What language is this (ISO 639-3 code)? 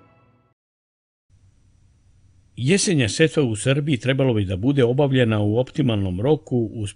srp